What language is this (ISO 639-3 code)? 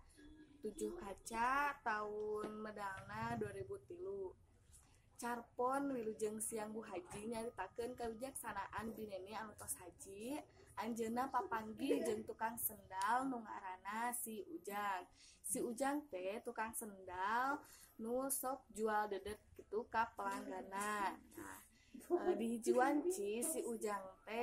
sun